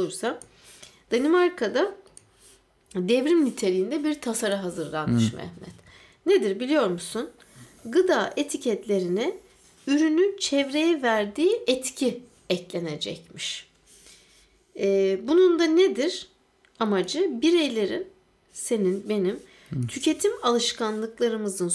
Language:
Turkish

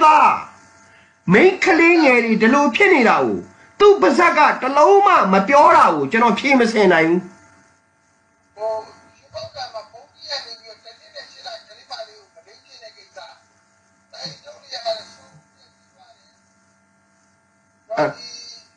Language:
Burmese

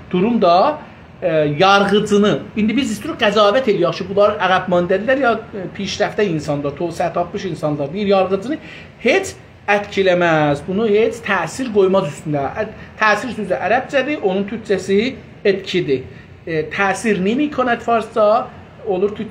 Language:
South Azerbaijani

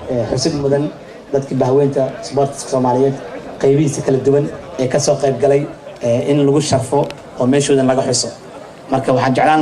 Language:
Somali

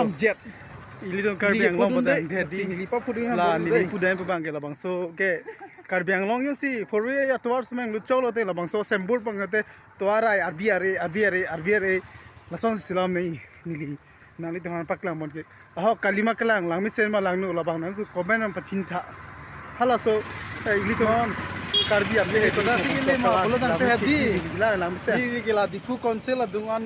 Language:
Karbi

